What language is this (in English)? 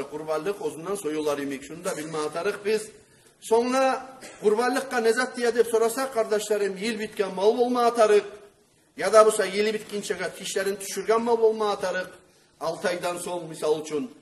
Kumyk